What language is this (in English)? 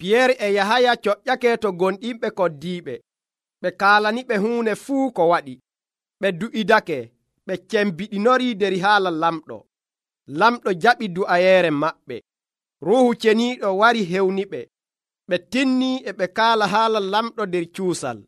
Nigerian Fulfulde